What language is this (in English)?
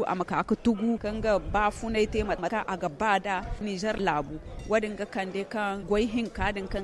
Zarma